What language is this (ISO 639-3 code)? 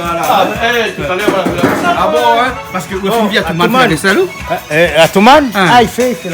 rcf